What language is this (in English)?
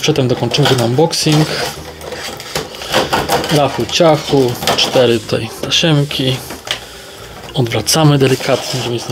Polish